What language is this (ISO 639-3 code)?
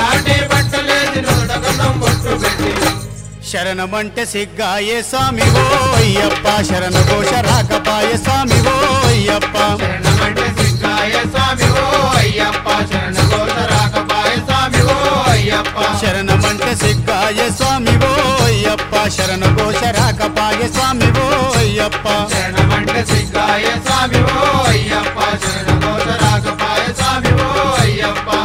tel